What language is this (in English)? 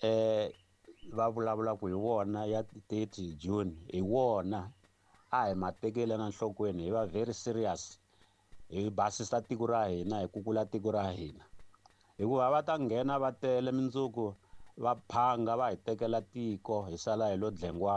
Tsonga